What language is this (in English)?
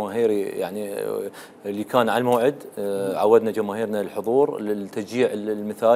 Mesopotamian Arabic